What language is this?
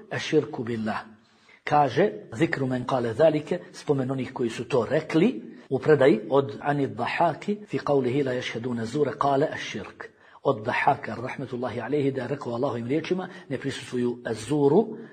Serbian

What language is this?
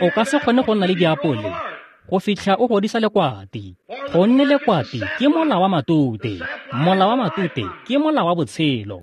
Tswana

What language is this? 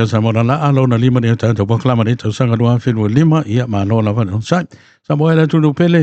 Samoan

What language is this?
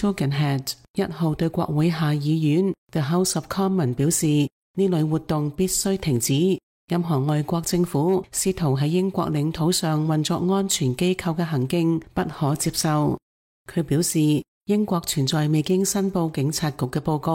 Cantonese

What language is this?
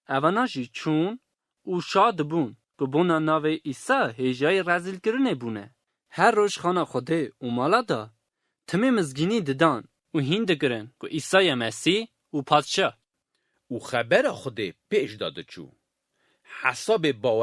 Kurdish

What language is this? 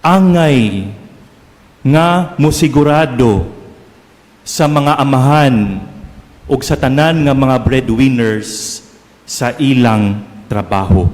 Cebuano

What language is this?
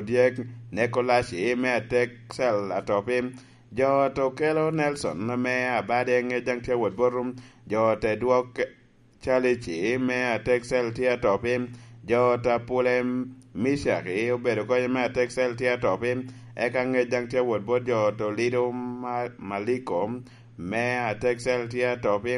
Lango (Uganda)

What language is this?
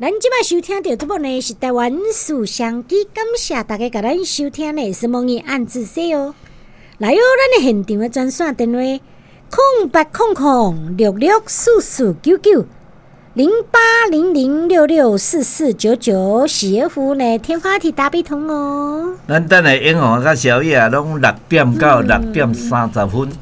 Min Nan Chinese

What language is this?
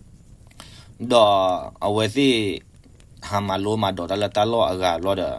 S'gaw Karen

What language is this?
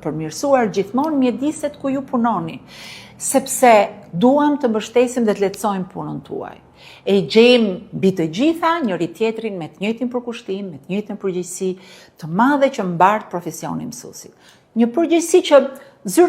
Albanian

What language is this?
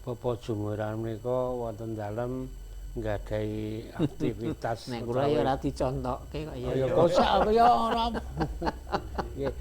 Javanese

